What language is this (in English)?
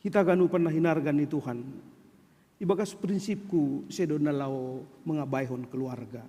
Batak Simalungun